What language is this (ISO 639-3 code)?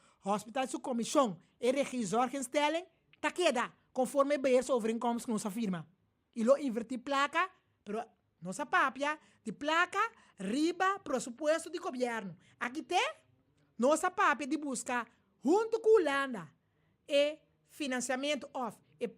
pap